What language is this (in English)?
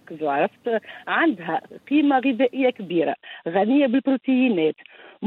Tunisian Arabic